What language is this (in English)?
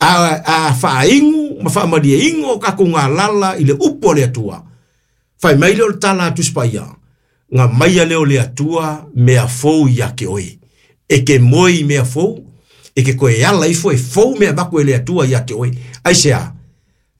Samoan